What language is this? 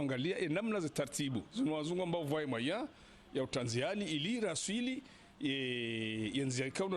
Ngazidja Comorian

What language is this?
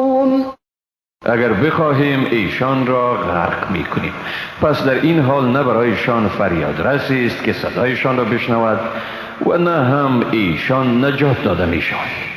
Persian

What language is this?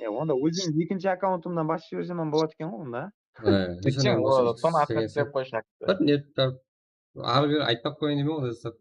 Kara-Kalpak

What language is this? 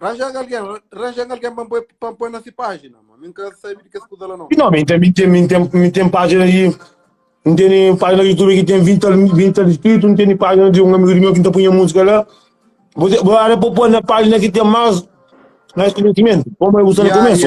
Kabuverdianu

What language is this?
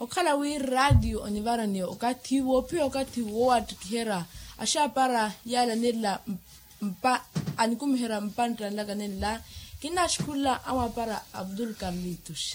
Makhuwa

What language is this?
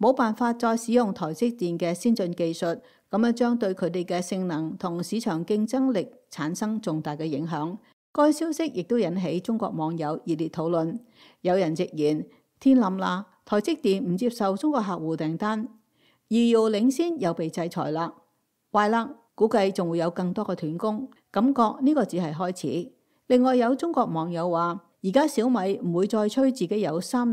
Cantonese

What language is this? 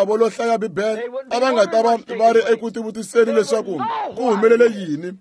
Tsonga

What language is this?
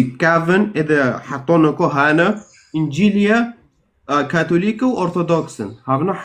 Kurdish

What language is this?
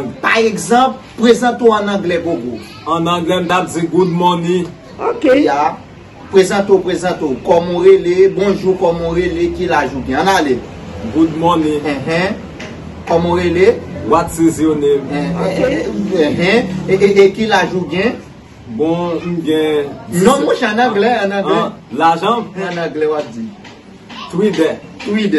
Haitian Creole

